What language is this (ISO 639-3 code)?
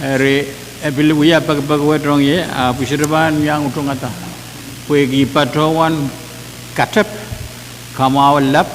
pon